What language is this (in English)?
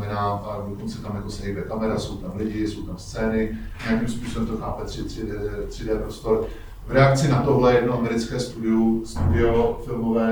Czech